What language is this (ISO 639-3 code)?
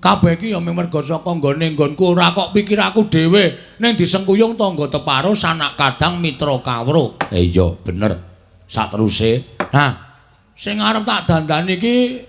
jav